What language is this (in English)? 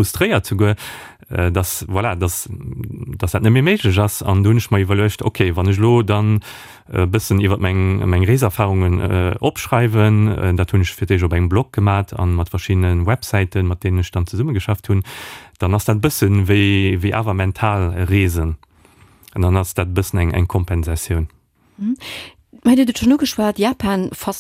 Luxembourgish